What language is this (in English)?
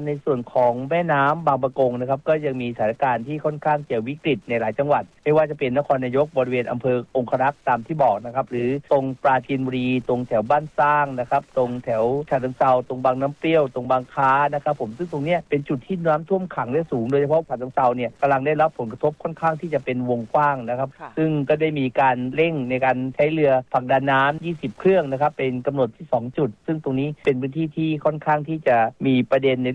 Thai